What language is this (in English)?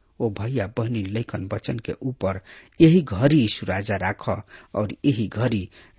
Bhojpuri